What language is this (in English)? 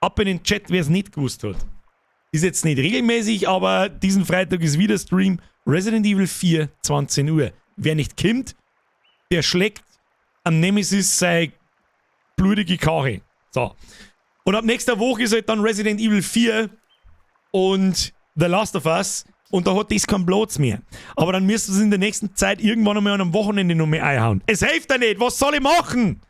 Bavarian